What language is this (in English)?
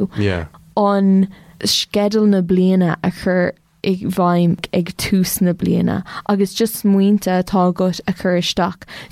Irish